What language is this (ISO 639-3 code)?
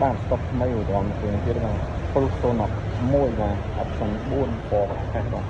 khm